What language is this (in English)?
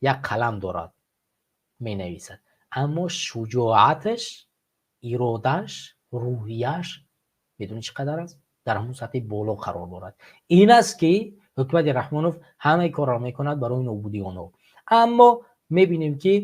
Tajik